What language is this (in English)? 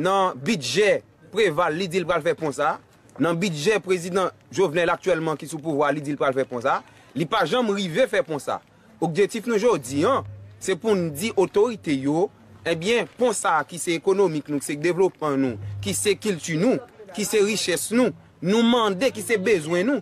Haitian Creole